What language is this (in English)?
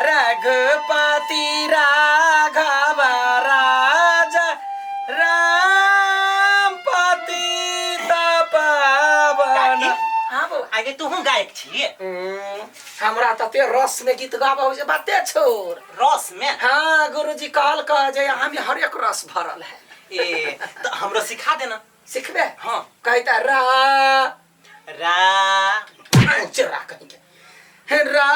Maithili